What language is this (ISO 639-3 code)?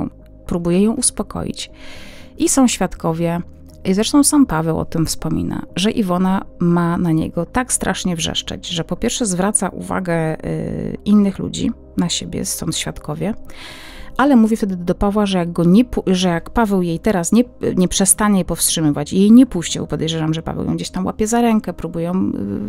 pol